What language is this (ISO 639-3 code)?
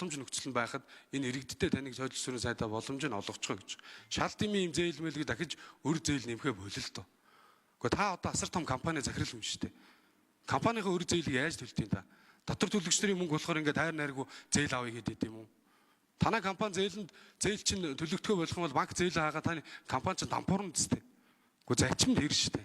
mon